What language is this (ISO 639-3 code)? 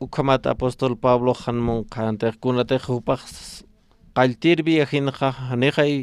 aym